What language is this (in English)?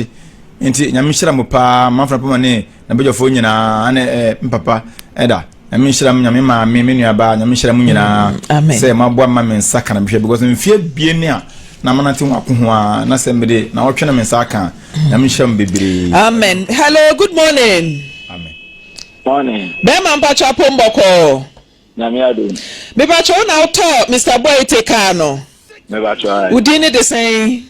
Akan